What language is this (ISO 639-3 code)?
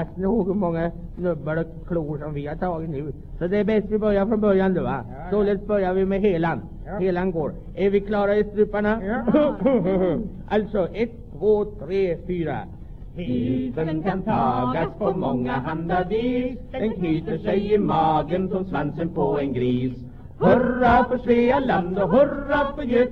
swe